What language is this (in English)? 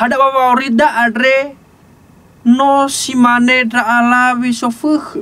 Nias